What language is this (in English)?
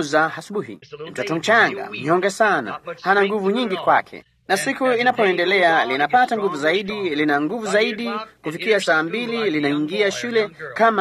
Swahili